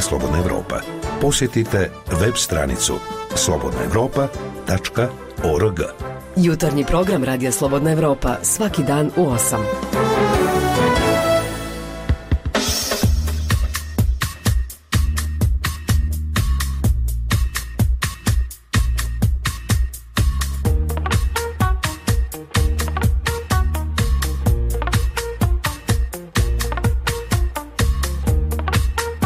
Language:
Bosnian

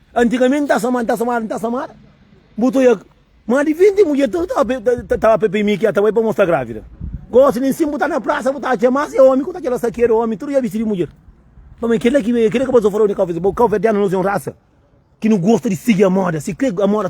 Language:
Kabuverdianu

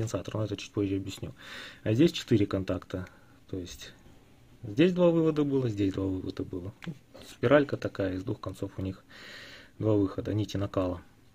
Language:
Russian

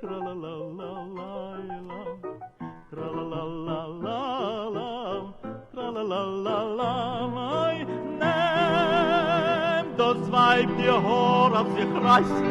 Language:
Yiddish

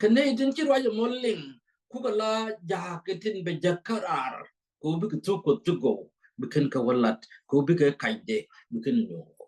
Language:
Nuer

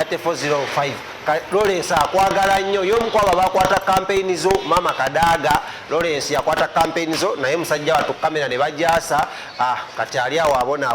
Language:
Ganda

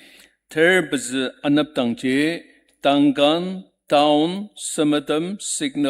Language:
Ao Naga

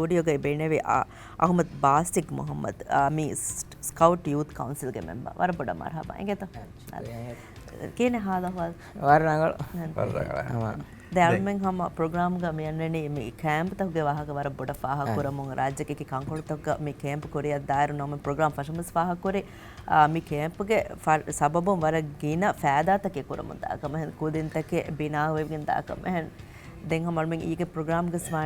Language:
Divehi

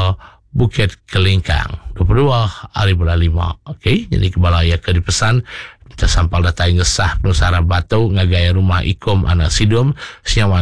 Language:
Iban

